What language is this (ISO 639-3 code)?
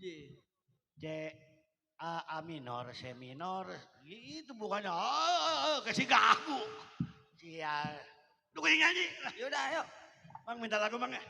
bew